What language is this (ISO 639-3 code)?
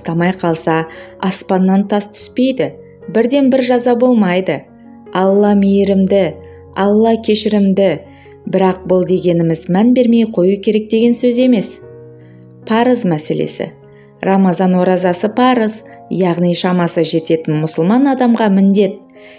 kaz